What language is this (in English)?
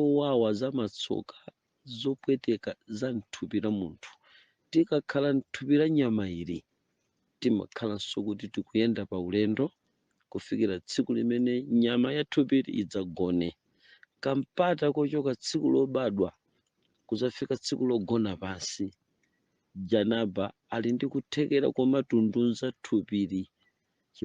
Nyanja